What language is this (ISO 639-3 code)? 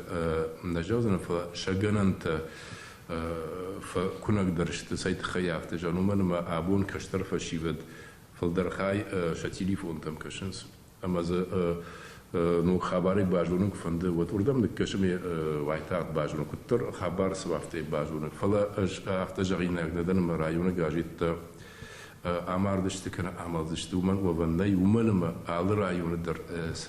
oss